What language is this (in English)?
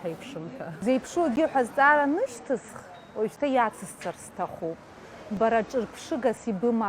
Abkhazian